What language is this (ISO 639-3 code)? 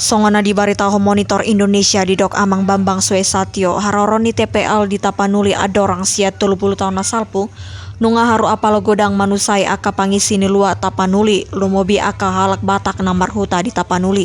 bbc